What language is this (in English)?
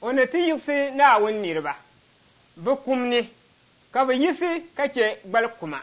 Dagbani